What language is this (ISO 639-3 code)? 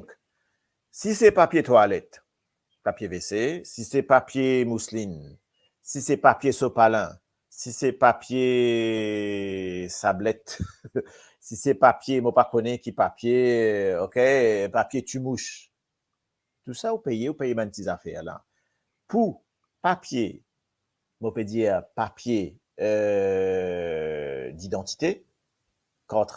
mfe